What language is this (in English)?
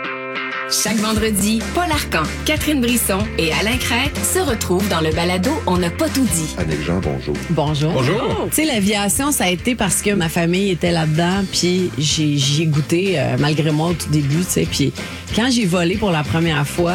French